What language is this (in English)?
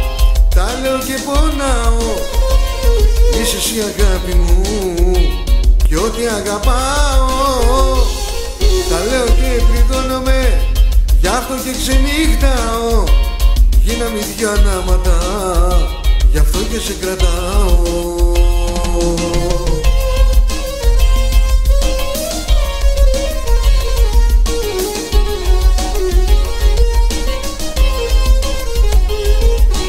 Greek